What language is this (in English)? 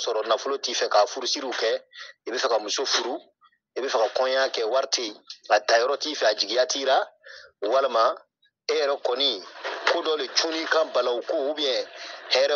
Bambara